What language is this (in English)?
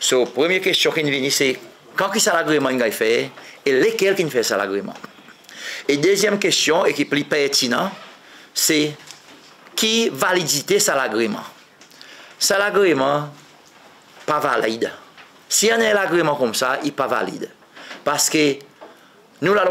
Seselwa Creole French